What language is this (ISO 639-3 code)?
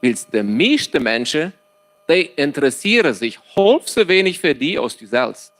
pdt